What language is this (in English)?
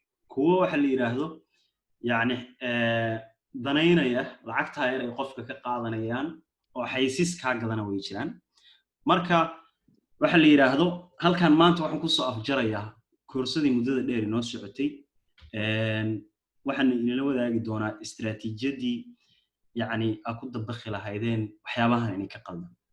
Somali